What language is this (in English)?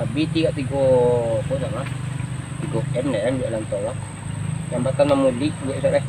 Minangkabau